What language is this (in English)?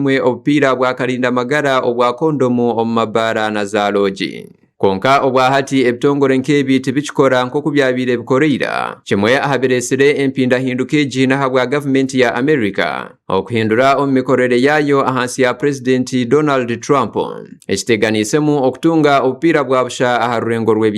Nyankole